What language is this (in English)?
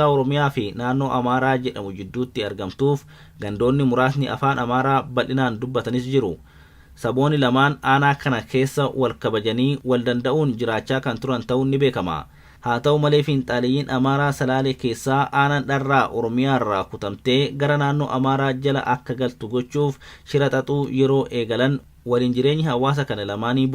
Oromo